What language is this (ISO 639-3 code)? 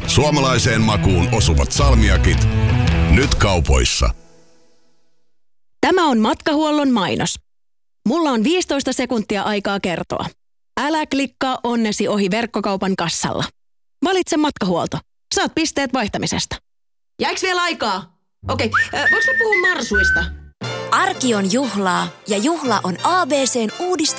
fin